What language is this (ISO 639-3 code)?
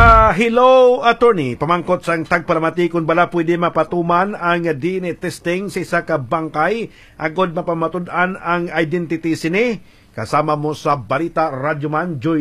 hil